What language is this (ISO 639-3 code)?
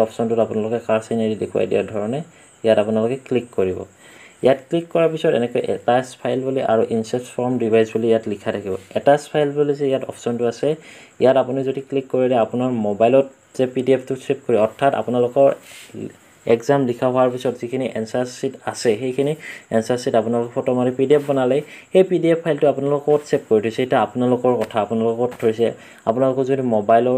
asm